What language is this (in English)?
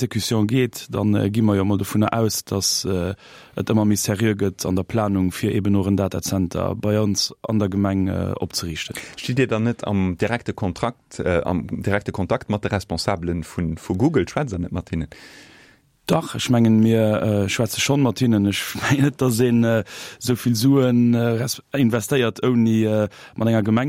Luxembourgish